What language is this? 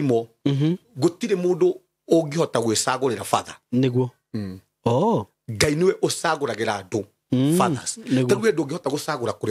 Kikuyu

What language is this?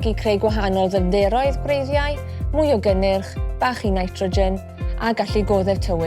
Welsh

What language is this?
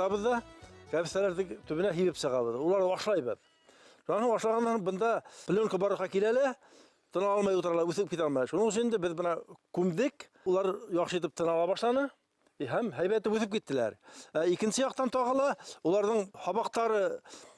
Bashkir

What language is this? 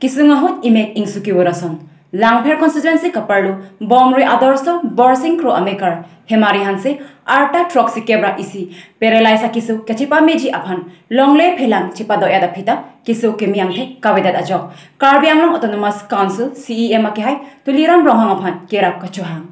Karbi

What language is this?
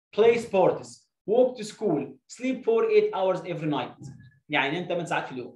Egyptian Arabic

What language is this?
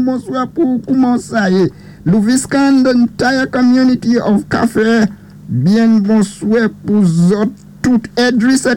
Saint Lucian Creole French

